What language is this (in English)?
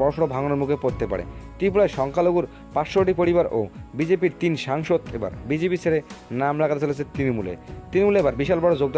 Bangla